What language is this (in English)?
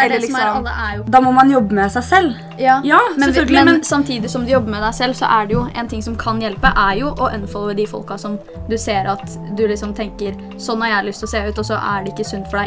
Norwegian